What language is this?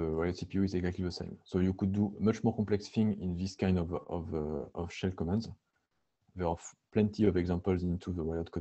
English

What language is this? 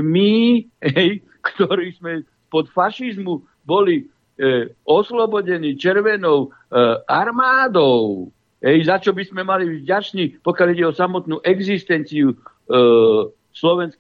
Slovak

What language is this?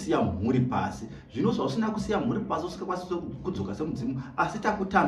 Shona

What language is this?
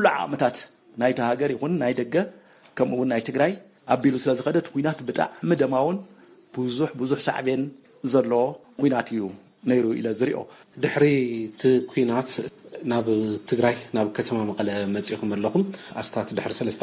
Tigrinya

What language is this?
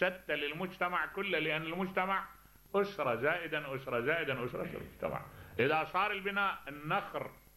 Mesopotamian Arabic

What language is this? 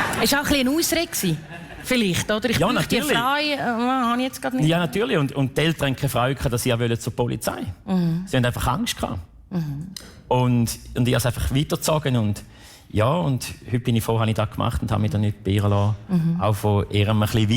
Swiss German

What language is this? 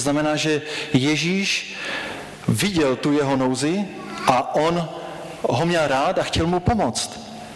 Czech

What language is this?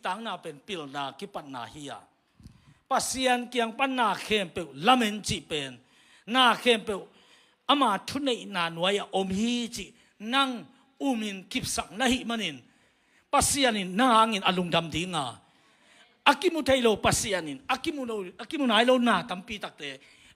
Tedim Chin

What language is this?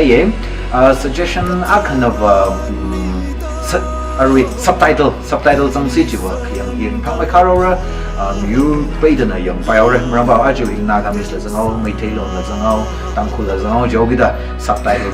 Tangkhul Naga (India)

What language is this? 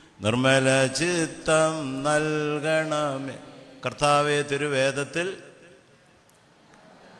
Malayalam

